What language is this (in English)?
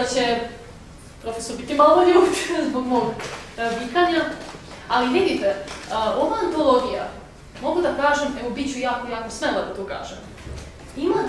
Serbian